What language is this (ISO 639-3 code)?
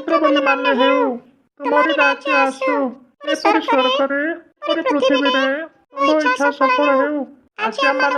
ori